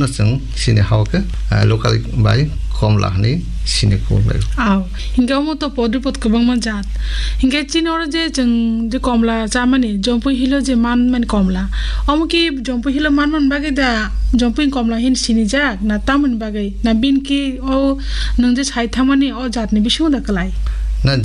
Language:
Kok Borok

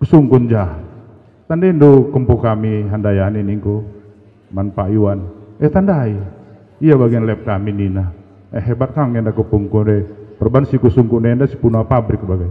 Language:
Batak Karo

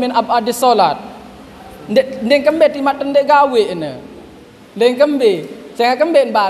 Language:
Sasak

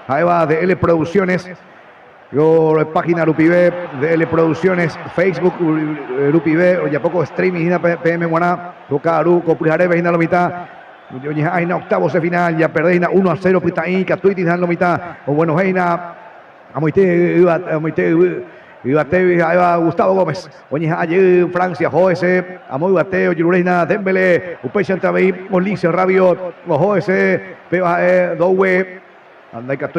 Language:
Guarani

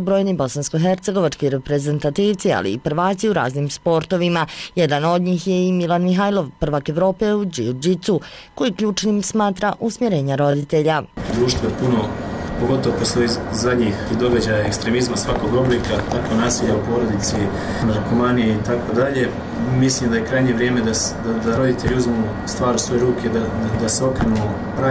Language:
Bosnian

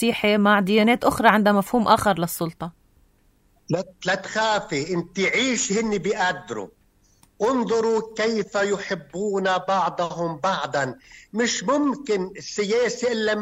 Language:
North Levantine Arabic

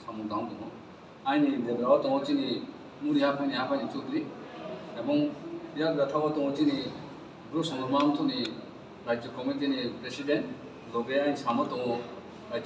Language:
Riang (India)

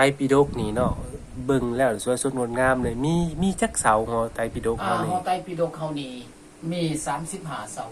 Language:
Lao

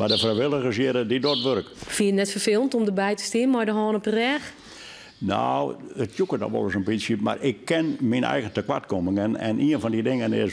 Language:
Western Frisian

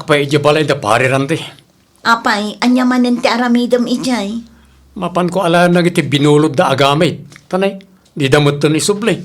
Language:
Iloko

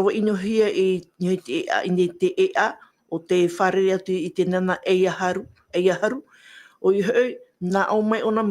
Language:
Tahitian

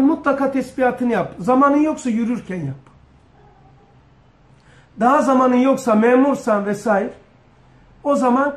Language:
Turkish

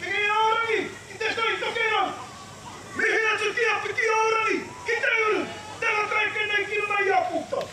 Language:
Māori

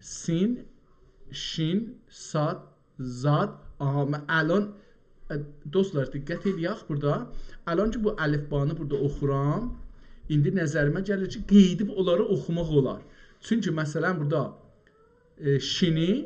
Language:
South Azerbaijani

